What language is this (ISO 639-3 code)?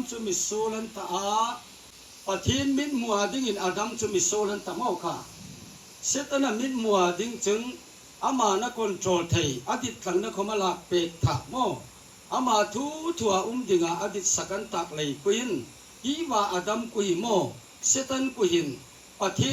hmr